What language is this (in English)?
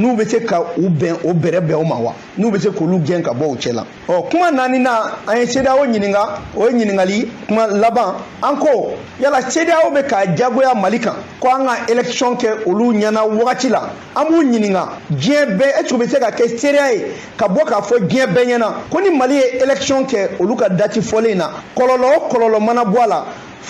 Bambara